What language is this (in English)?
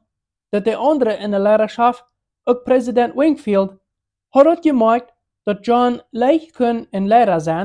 Plautdietsch